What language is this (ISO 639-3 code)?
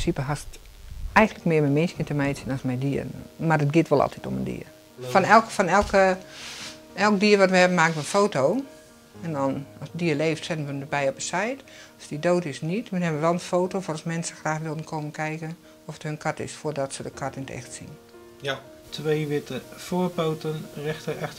fry